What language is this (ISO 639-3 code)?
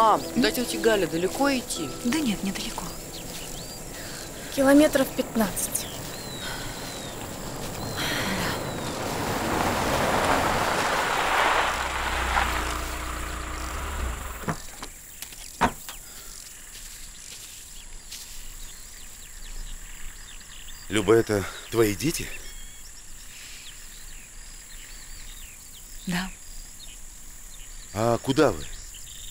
rus